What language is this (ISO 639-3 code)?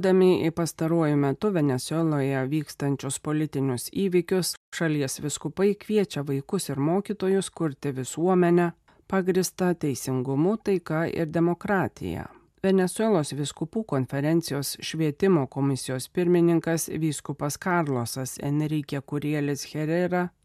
lit